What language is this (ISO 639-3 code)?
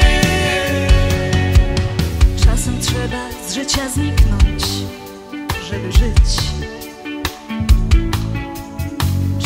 pol